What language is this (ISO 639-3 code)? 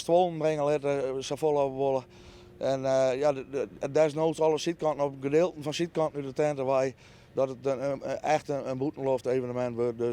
fry